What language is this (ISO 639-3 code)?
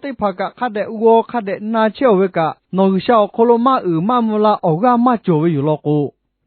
lhu